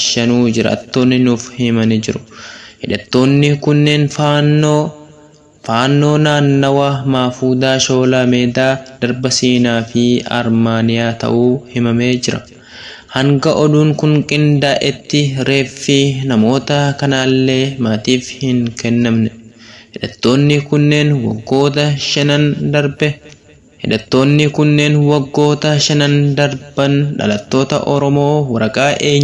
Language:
Oromo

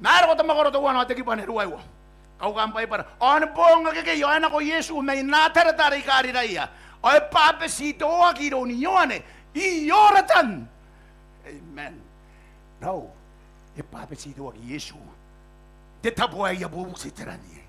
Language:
Gilbertese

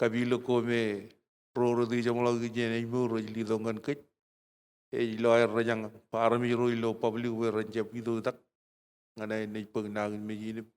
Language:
Marshallese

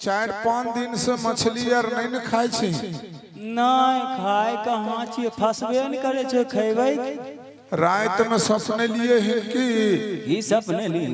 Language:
Maithili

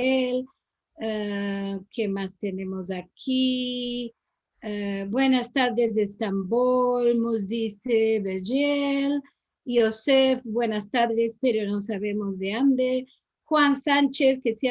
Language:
Ladino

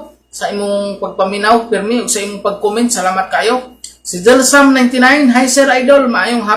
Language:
Cebuano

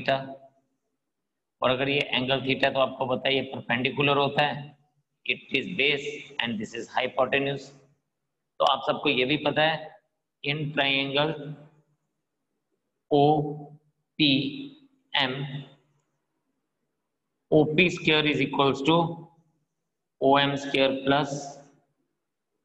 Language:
Hindi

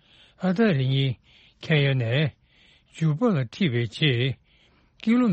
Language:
Tibetan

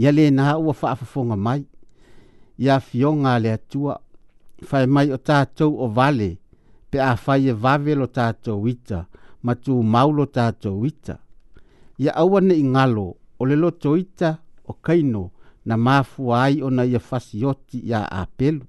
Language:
Samoan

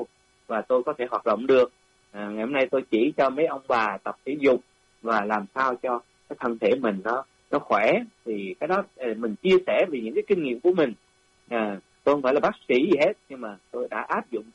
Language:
Vietnamese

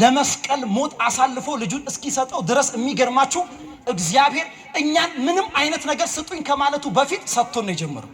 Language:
Amharic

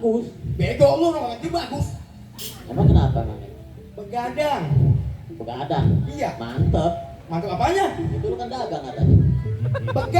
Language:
Betawi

